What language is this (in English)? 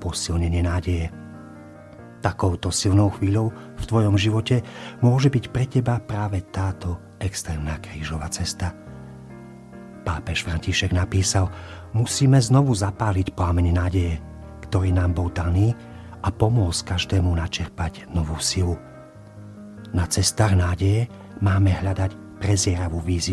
Slovak